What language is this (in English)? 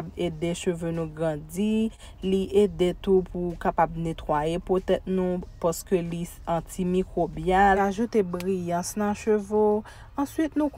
Haitian Creole